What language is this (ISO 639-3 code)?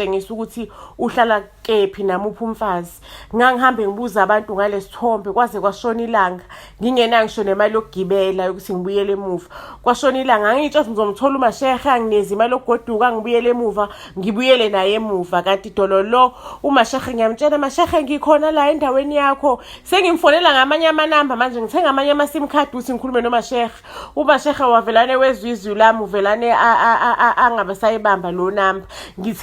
zul